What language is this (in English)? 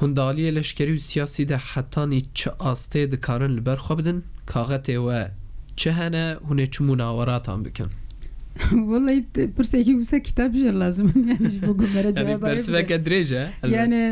Kurdish